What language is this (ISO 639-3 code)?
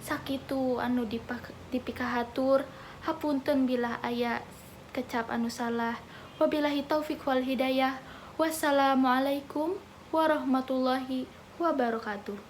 sun